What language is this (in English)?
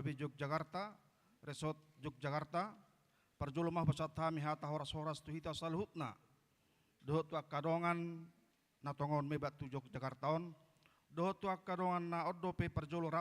Batak Toba